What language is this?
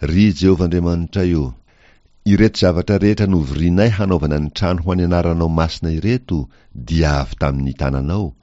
Malagasy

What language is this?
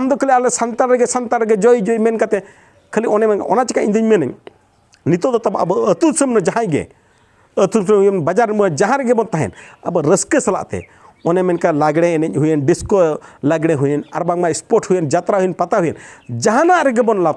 Santali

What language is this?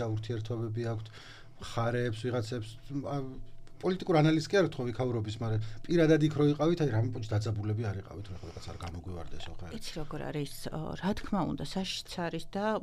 Georgian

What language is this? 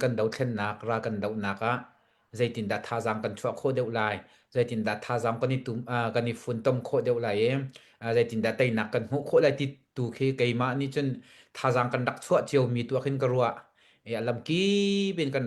Hakha Chin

